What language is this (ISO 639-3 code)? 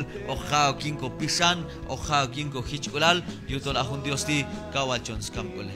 kjb